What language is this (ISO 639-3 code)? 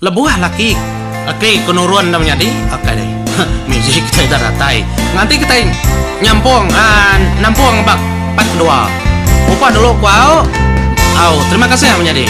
iba